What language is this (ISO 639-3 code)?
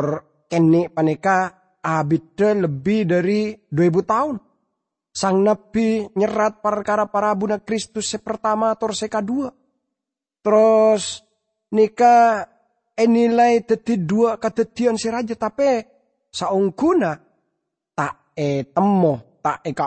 mad